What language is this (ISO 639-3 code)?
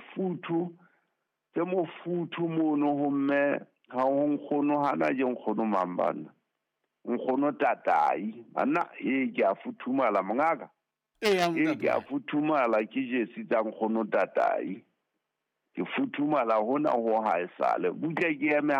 sot